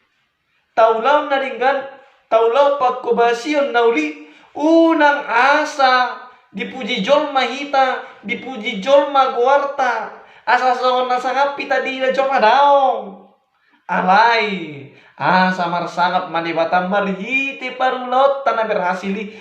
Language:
Batak Toba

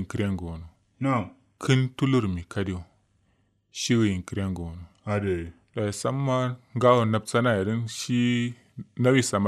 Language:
Kanuri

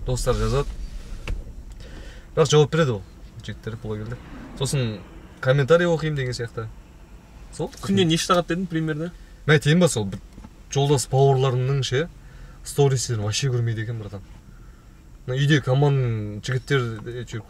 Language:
Kazakh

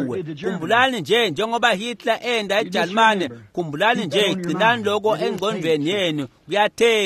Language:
Swati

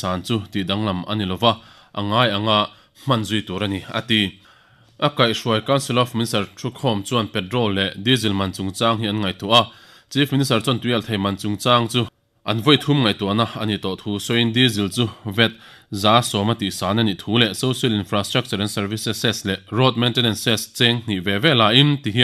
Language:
Mizo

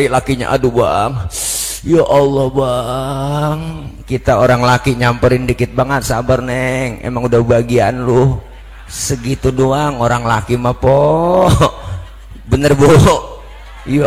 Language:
Betawi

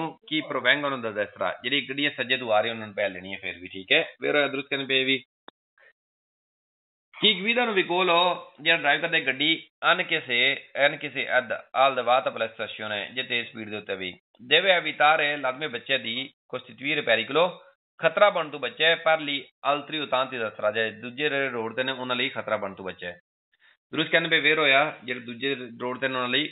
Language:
Punjabi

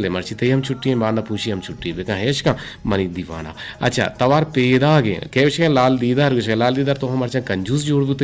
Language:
Eastern Balochi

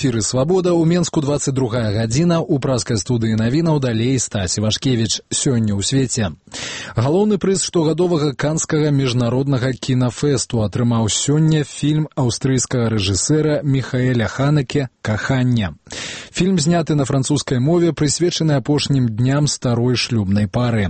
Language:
Belarusian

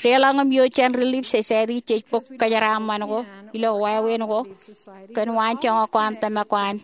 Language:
Marshallese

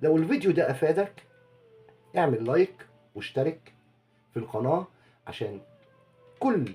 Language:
Egyptian Arabic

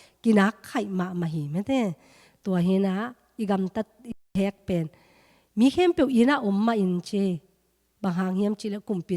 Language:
Tedim Chin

